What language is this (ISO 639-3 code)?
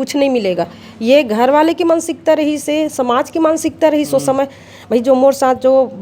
hne